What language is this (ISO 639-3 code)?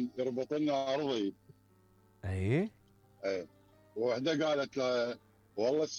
acm